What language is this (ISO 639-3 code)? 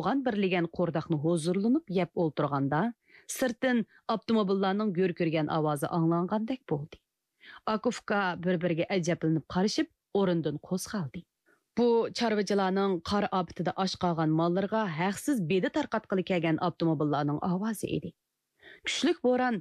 uig